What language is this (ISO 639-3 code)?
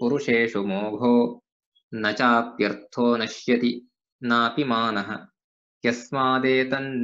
san